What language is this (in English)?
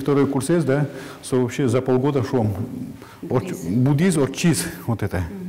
Udmurt